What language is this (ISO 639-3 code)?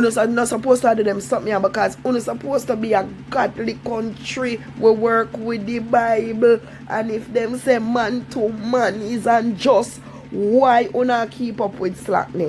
jam